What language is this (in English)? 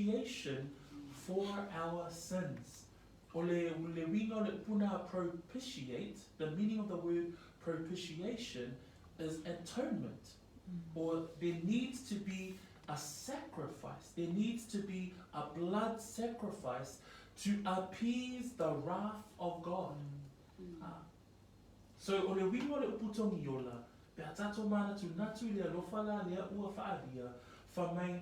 Samoan